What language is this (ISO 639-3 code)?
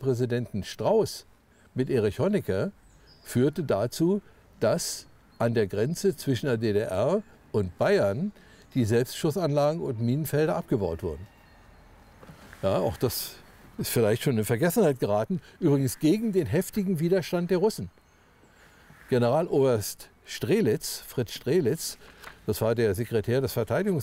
deu